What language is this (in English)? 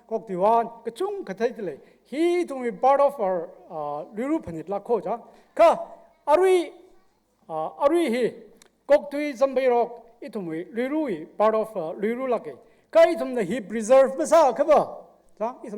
Tangkhul Naga (India)